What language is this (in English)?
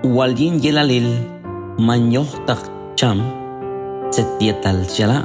Q'anjob'al